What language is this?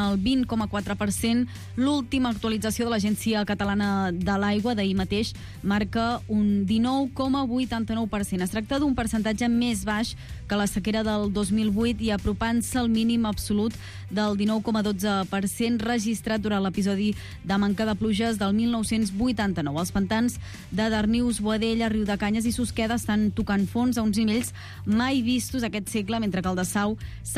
Catalan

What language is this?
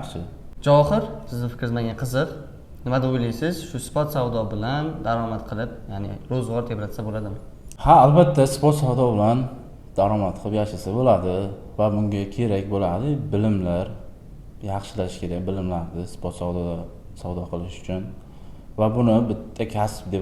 Uzbek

